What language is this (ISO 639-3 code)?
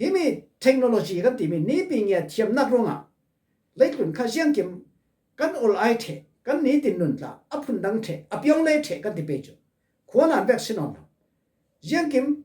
cfm